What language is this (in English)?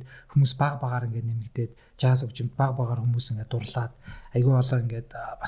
Mongolian